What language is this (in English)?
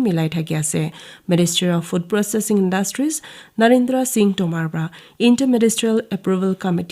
Naga Pidgin